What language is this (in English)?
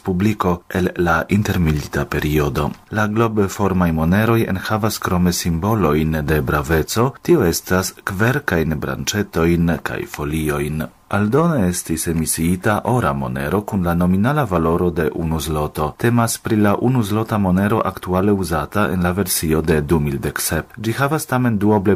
Esperanto